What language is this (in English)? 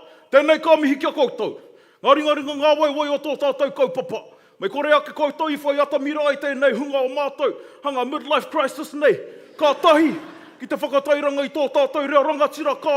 Māori